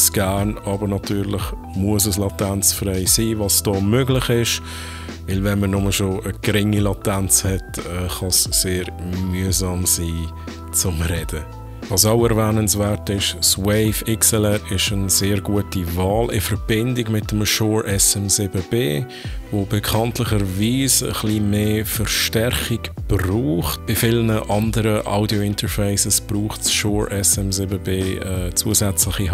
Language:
Swiss German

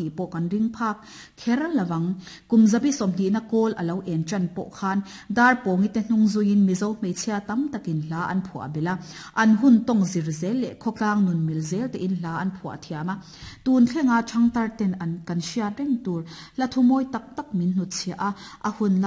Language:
Mizo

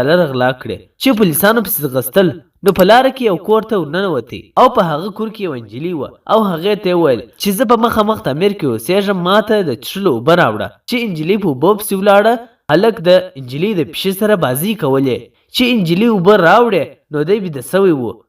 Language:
Pashto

